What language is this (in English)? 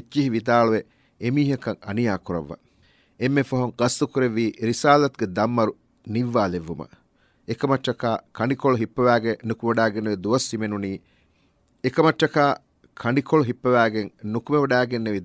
Divehi